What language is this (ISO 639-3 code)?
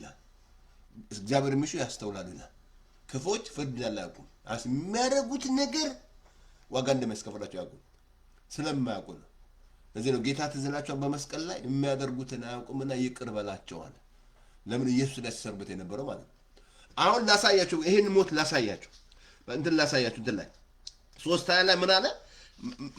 amh